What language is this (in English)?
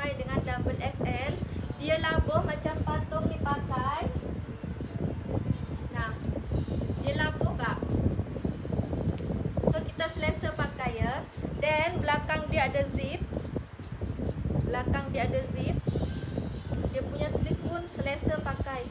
Malay